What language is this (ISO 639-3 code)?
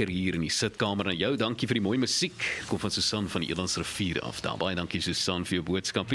afr